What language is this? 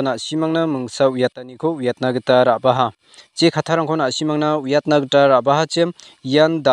Garo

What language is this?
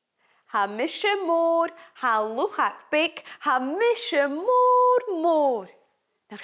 Scottish Gaelic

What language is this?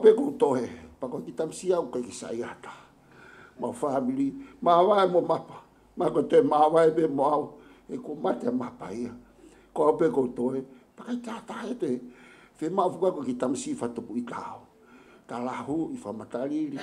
Tongan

